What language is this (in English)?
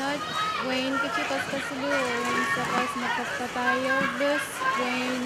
Pohnpeian